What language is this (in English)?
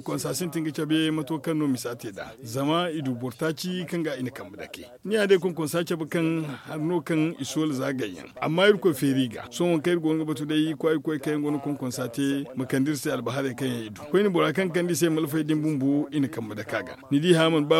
Zarma